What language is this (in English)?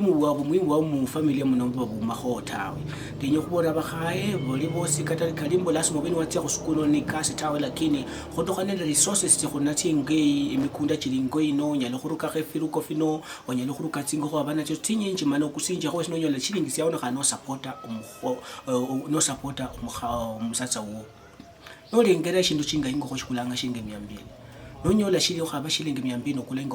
Luyia